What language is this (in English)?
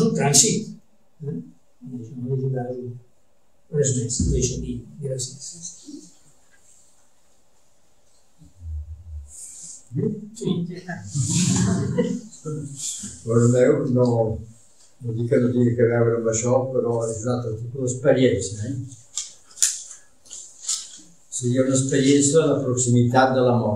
Catalan